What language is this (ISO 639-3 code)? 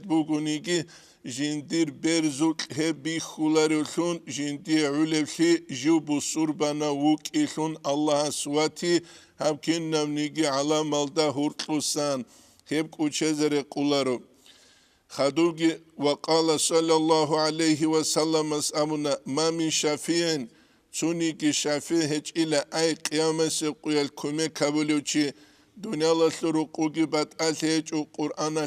ava